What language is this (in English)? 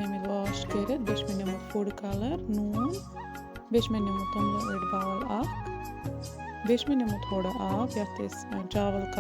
Kashmiri